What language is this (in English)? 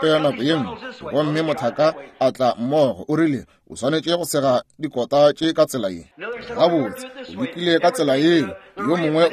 Northern Sotho